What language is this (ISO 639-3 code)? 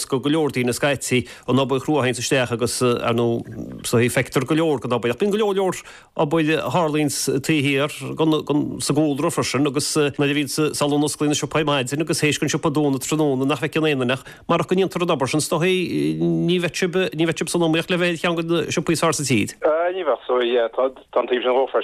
gle